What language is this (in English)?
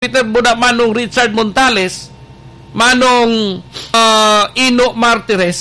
Bikol